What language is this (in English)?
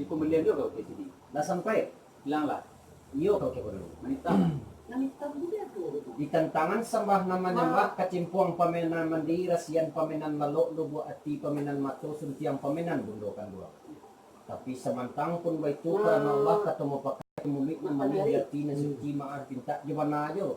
Minangkabau